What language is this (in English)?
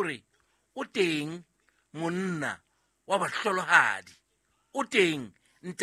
Southern Sotho